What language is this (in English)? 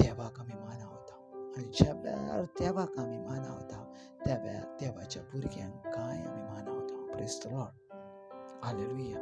Konkani